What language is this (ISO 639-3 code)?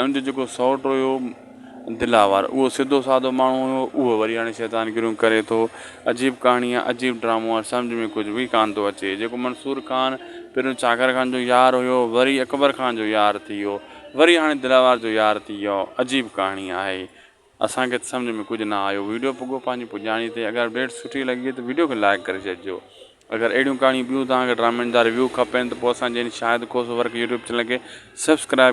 snd